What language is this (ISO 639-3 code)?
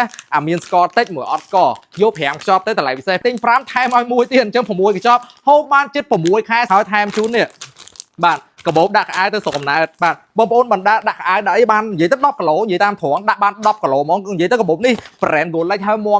khm